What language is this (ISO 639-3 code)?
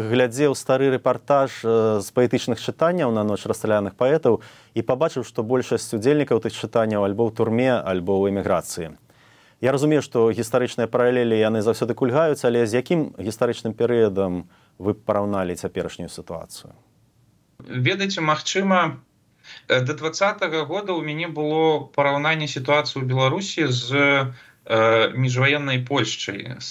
bel